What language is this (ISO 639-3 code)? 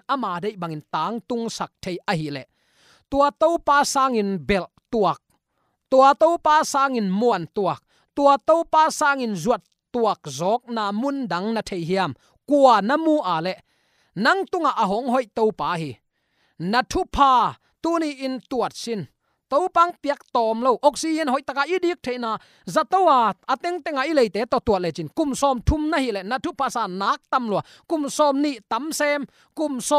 ctd